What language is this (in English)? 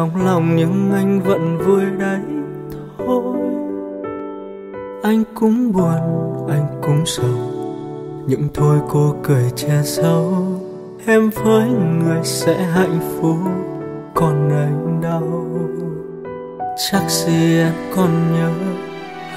Vietnamese